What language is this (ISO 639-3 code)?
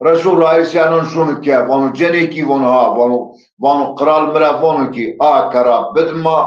zza